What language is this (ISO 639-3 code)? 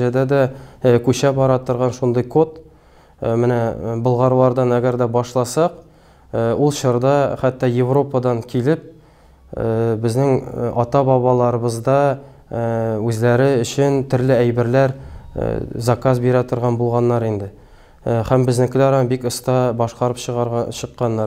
tat